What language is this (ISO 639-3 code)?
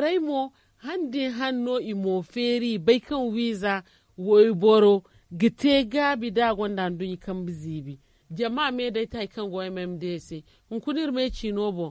dje